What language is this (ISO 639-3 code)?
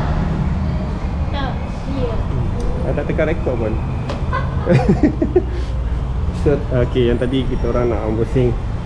msa